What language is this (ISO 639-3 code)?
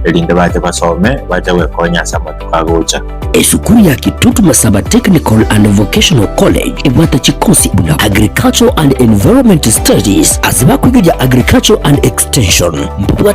guz